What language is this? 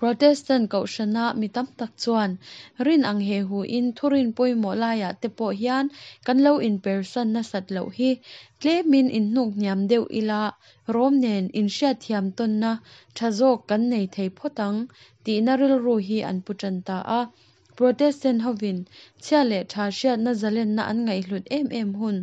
Mizo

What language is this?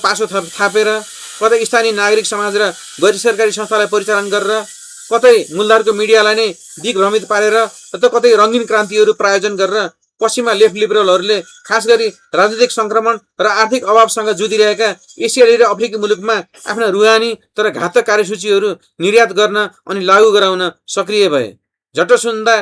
Nepali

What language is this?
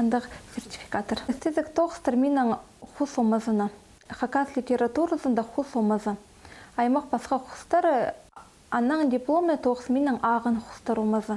Khakas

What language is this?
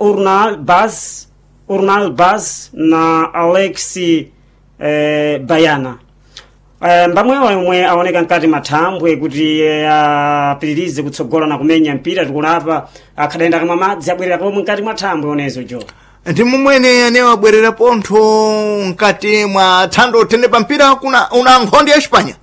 Sena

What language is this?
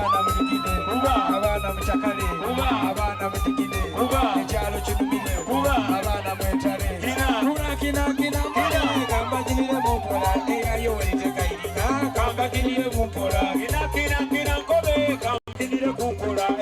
Soga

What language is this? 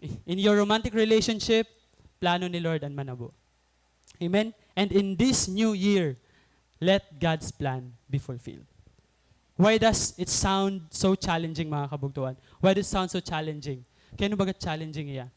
Waray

